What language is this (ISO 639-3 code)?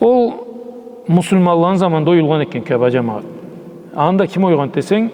krc